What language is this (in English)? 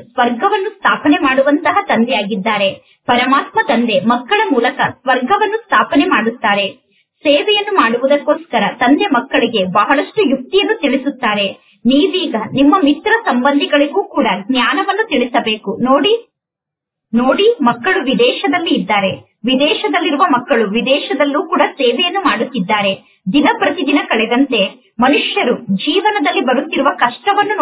Kannada